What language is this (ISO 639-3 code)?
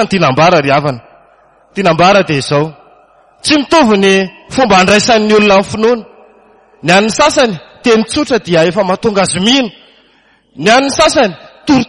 mlg